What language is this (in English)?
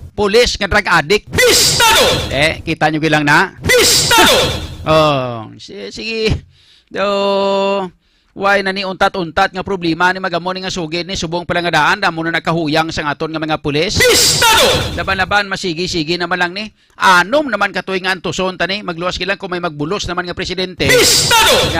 Hiligaynon